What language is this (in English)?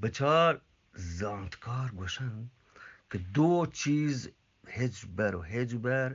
Eastern Balochi